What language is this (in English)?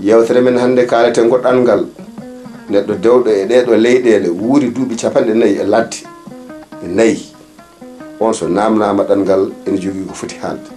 Fula